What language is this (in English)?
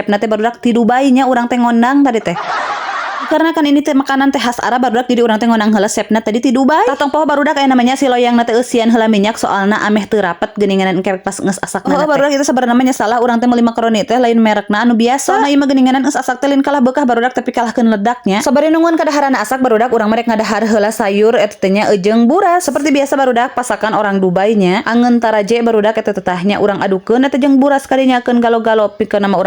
Sundanese